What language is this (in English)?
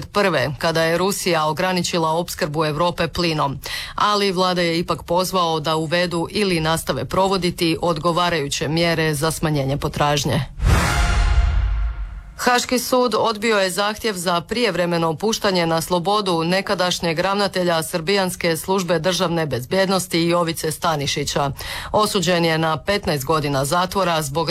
Croatian